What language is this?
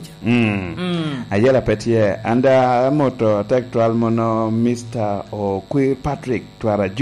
Lango (Uganda)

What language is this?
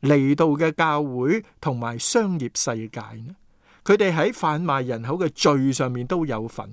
Cantonese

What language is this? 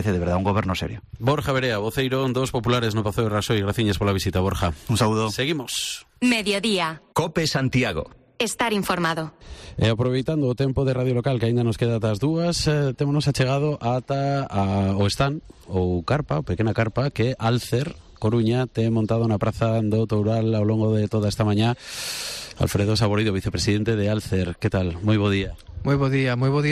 Galician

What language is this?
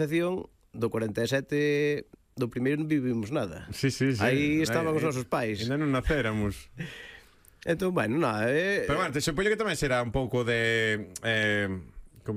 Galician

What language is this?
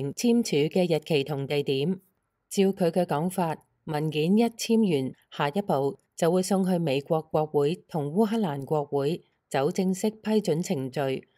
Cantonese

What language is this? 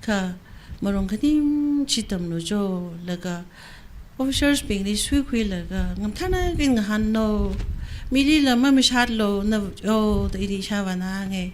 Tangkhul Naga (India)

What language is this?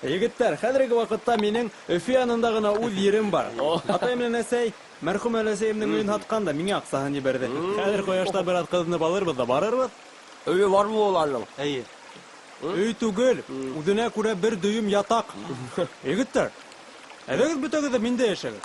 Bashkir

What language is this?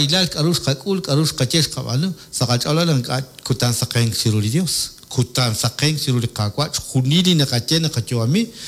Kekchí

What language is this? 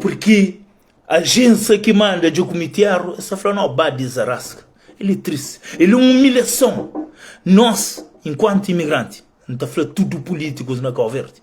Kabuverdianu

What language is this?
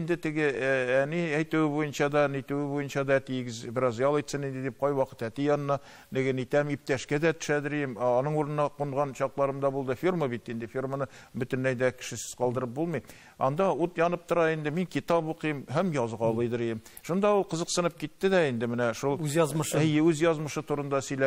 Tatar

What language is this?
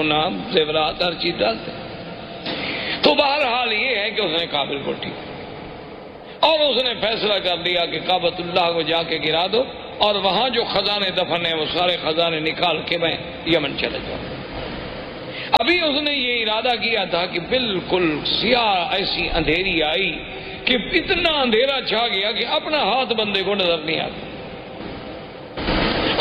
Urdu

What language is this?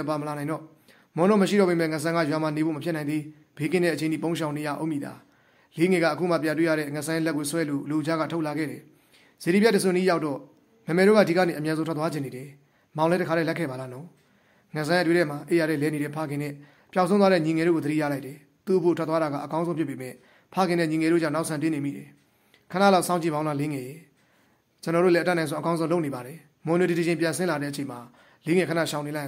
Burmese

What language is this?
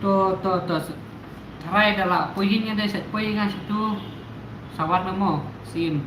Khasi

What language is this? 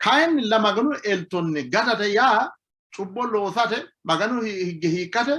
Sidamo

